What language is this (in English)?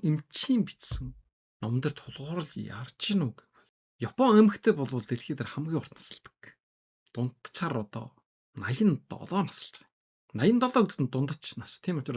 Mongolian